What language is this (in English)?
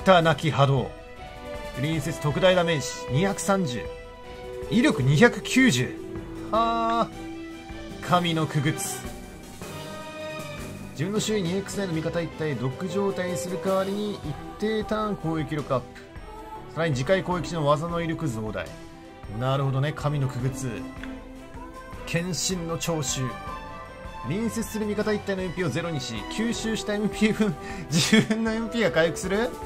Japanese